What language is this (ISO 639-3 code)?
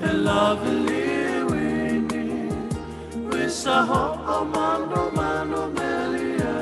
ton